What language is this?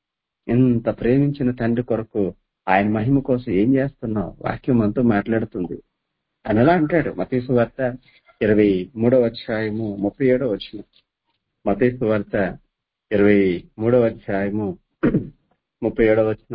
Telugu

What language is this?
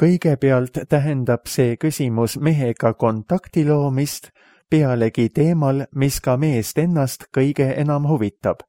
Estonian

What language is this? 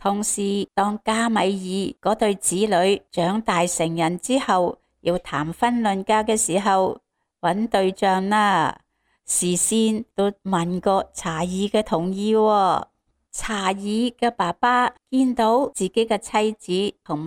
Cantonese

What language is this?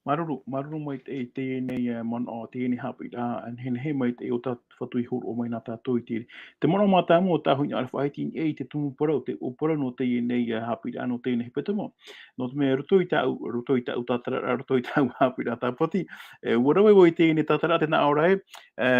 Tahitian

